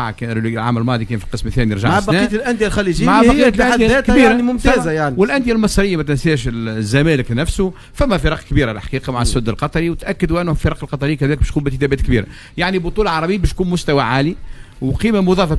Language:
Tunisian Arabic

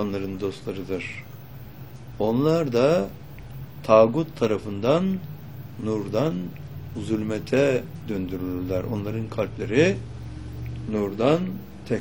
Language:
Turkish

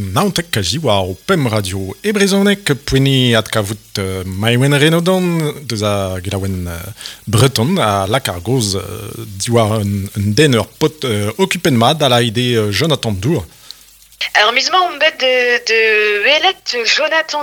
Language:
Breton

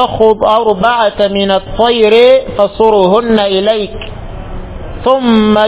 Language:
Ganda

